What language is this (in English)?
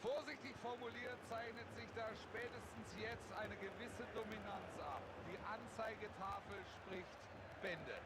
Bavarian